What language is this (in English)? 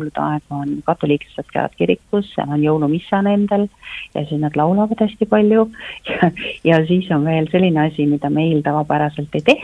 Estonian